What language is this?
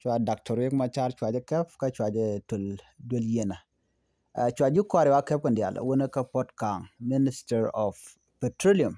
Nuer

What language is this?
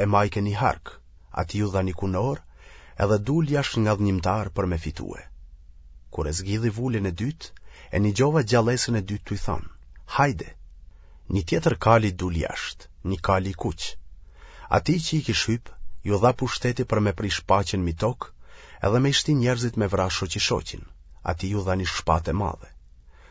Albanian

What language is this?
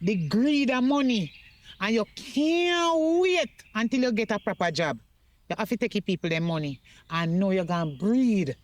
Jamaican Creole English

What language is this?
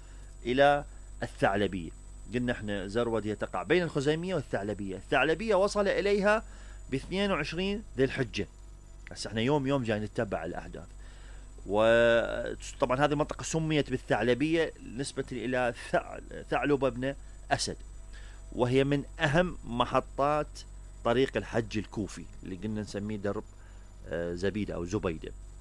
Mesopotamian Arabic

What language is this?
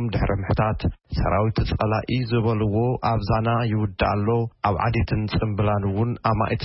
Tigrinya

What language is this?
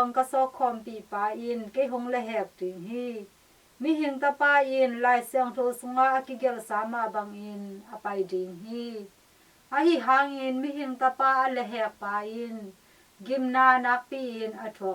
Tedim Chin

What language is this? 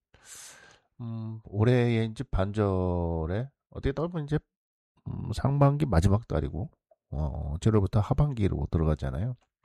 Korean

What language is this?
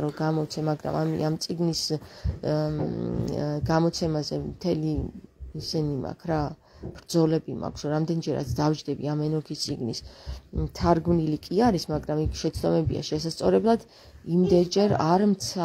Georgian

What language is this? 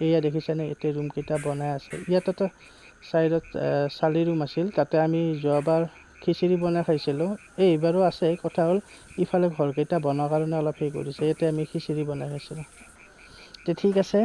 Assamese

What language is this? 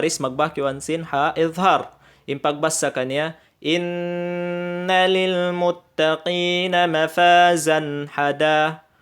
Tausug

